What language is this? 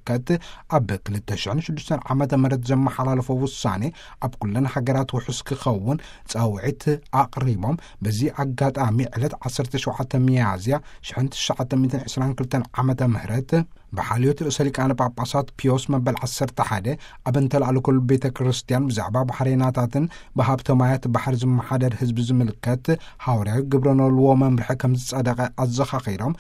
Tigrinya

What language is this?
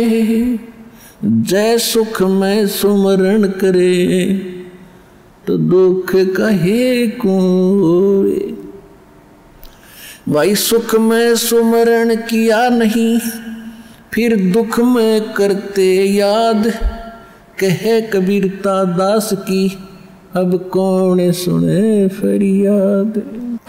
Hindi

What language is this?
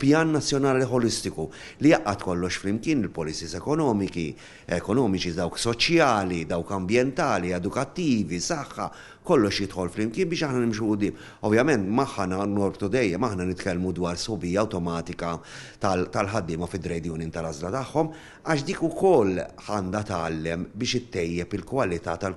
Maltese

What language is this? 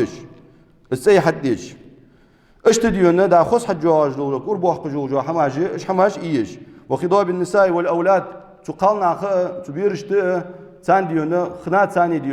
Ingush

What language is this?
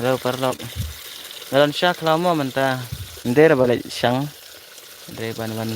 Khasi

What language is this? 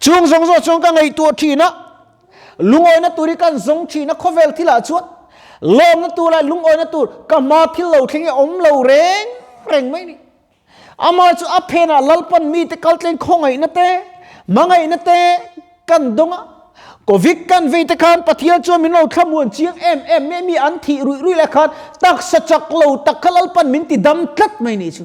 Mizo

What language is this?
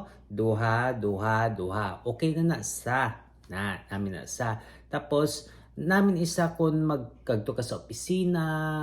Hiligaynon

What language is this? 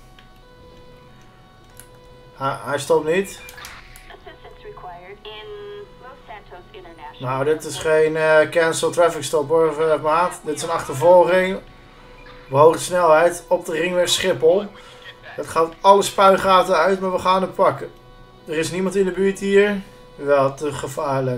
Dutch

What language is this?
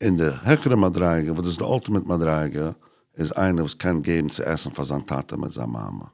Yiddish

